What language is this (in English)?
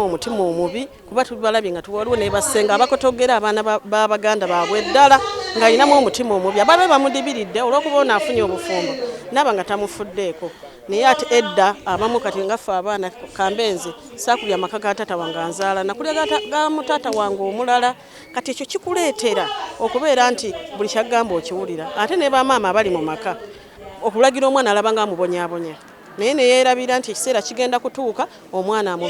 Ganda